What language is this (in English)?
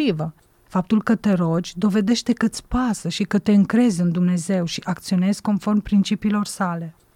Romanian